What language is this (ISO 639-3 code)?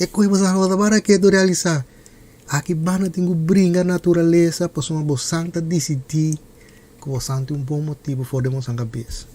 pap